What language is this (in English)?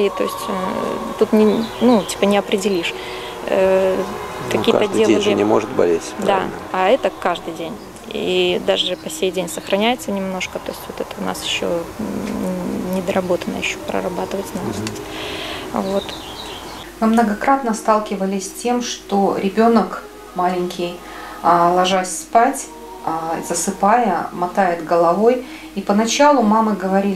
Russian